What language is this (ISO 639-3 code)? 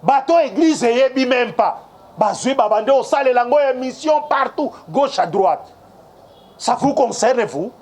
lin